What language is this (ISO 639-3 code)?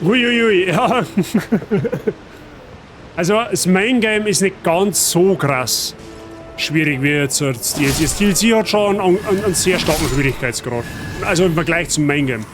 bar